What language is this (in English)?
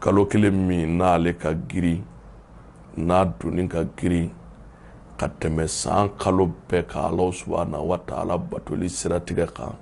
Bambara